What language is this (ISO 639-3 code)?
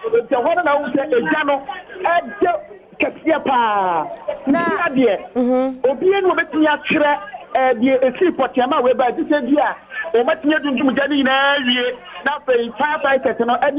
aka